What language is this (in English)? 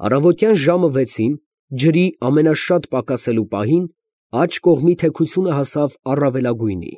Armenian